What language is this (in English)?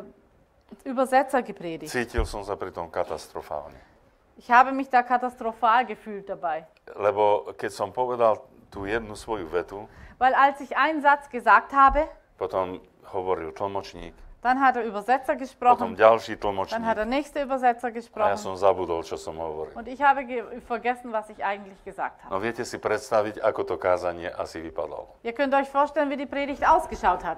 Slovak